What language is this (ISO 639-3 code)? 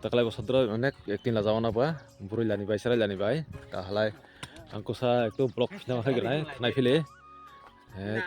trp